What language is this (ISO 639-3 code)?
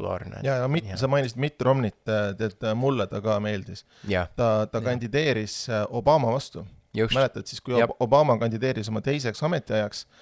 est